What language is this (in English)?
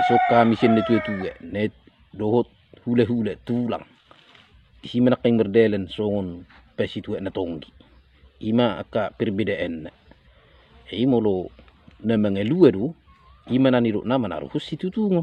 Batak Toba